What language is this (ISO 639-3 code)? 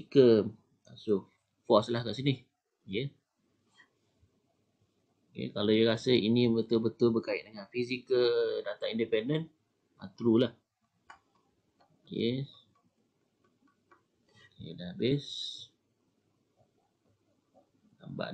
msa